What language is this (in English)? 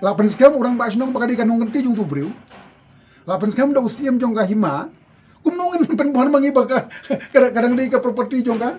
Khasi